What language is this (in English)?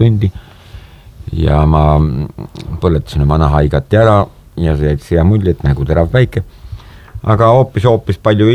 Estonian